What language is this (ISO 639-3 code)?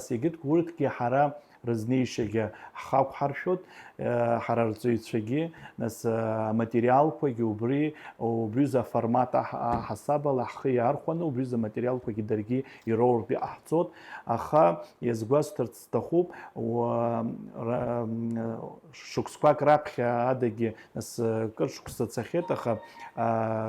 abk